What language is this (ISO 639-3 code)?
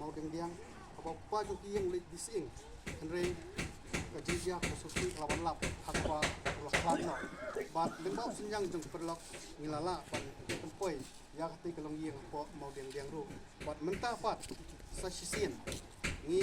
kha